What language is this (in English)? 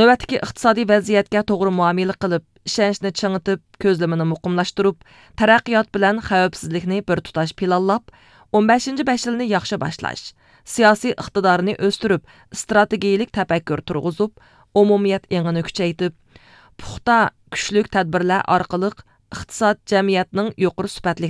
Uyghur